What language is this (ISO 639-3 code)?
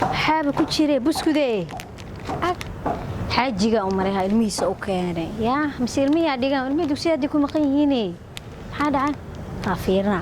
som